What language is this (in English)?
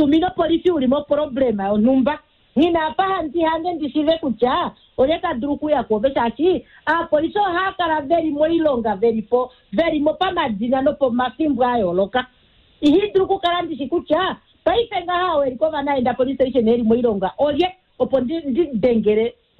Kuanyama